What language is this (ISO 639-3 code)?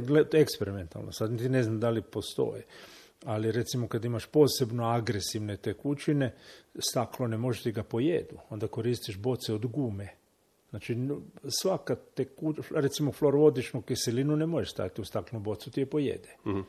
hrv